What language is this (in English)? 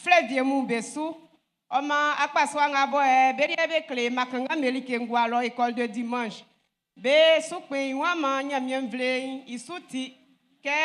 Baoulé